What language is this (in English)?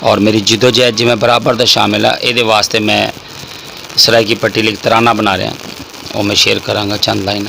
Saraiki